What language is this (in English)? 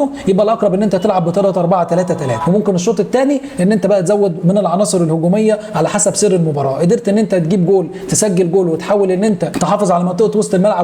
Egyptian Arabic